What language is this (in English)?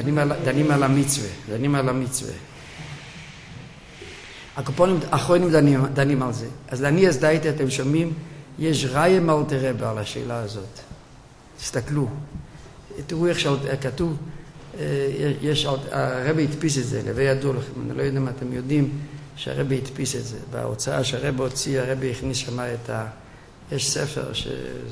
Hebrew